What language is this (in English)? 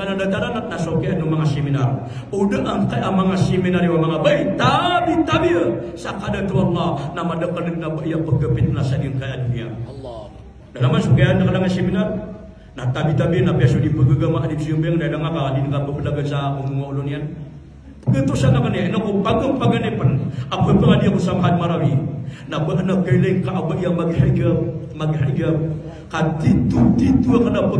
Maranao